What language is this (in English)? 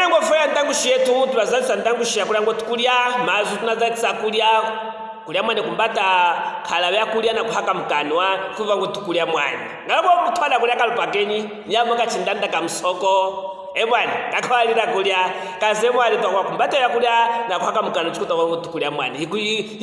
Luvale